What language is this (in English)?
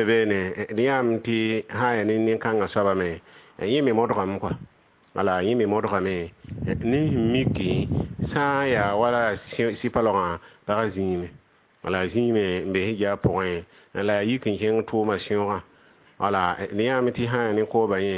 Mossi